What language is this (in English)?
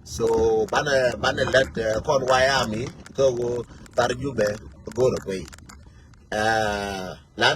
Nuer